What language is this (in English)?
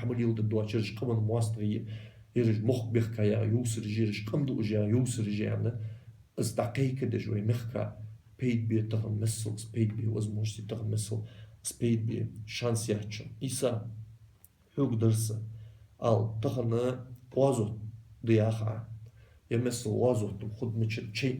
Ingush